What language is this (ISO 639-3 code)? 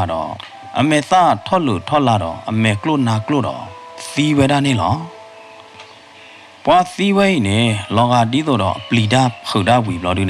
ksw